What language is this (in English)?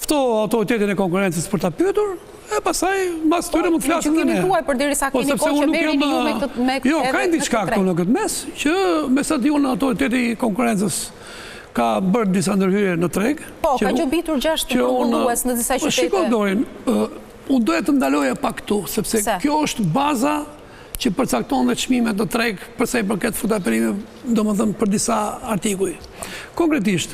Albanian